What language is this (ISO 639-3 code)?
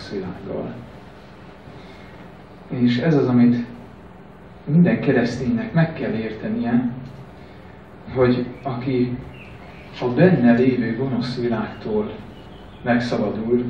hun